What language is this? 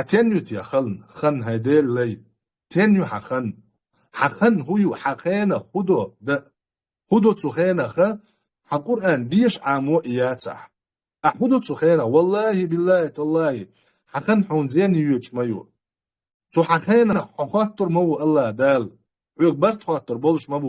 Chechen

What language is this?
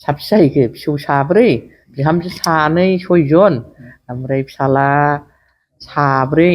Bodo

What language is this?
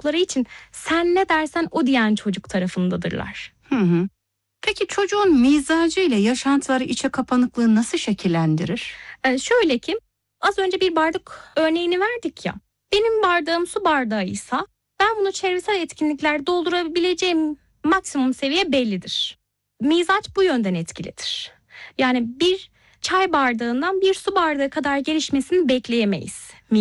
Turkish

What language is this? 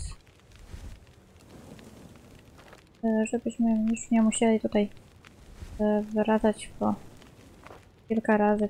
Polish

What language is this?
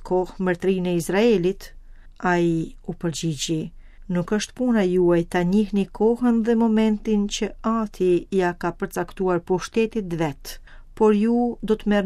Albanian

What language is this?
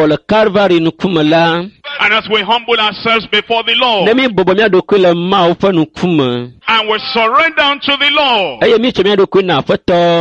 Ewe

